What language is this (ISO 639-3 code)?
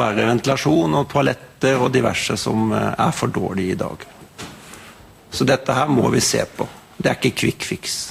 nor